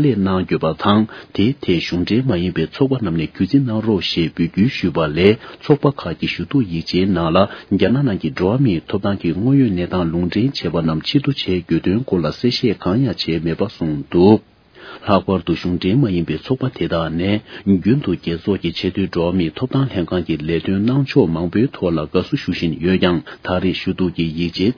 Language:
Tibetan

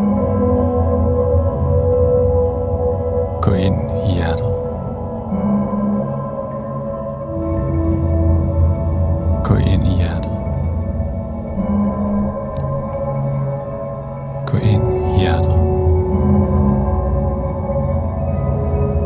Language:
Danish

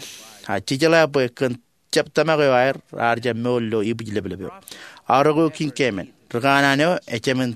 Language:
Marshallese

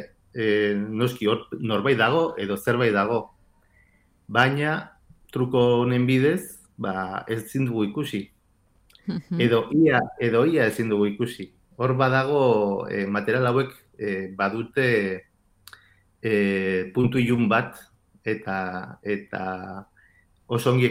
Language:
Basque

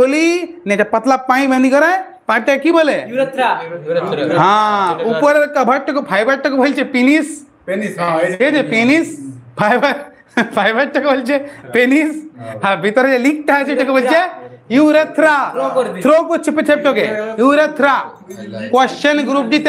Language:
Bangla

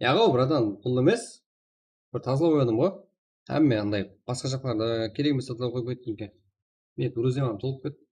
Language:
Kara-Kalpak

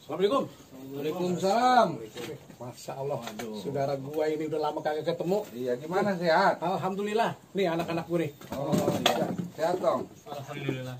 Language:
Betawi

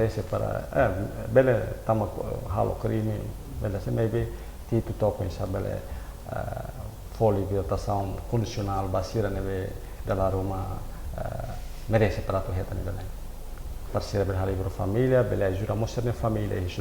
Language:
Tetum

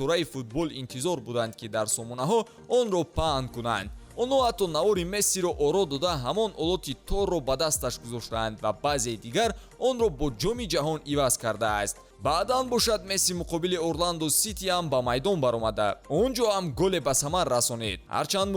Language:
Tajik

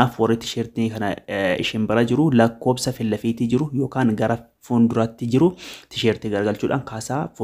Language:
Oromo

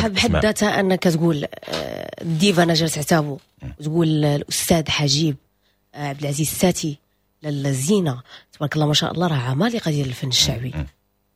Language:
Moroccan Arabic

